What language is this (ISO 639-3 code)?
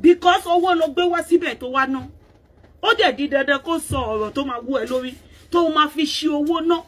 yor